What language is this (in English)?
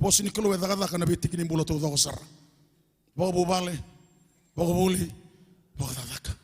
Fijian